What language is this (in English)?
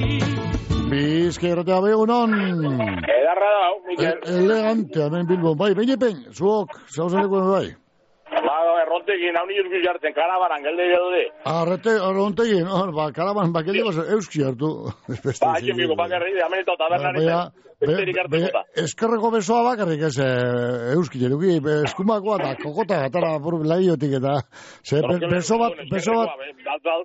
Basque